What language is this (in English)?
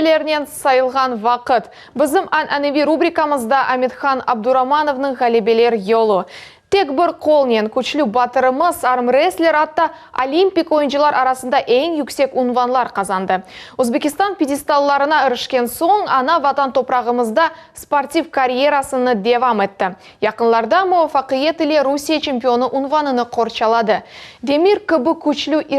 Crimean Tatar